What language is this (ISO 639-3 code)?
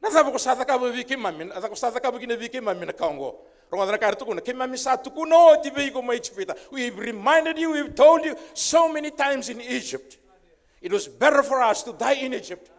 fij